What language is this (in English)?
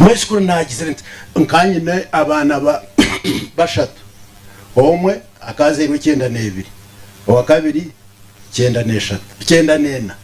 Nyankole